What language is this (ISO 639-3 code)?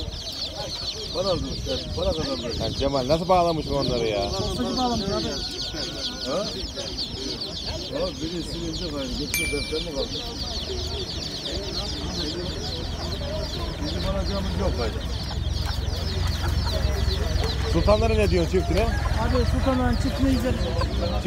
tur